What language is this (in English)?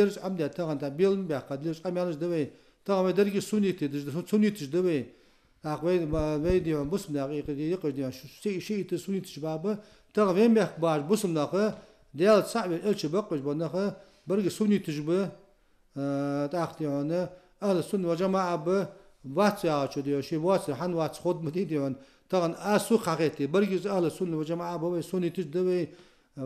Ingush